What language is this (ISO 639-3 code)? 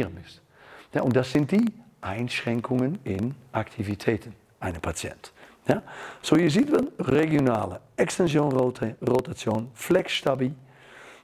deu